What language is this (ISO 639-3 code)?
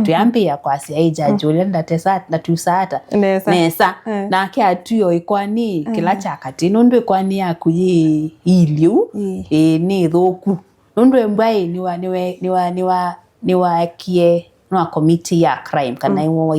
kam